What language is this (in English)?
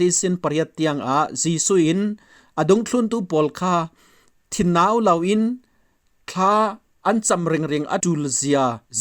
Falam Chin